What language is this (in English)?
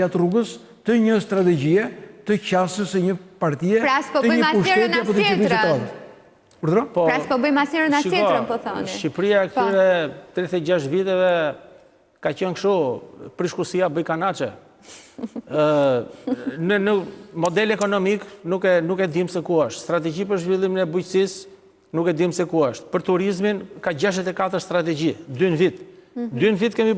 Albanian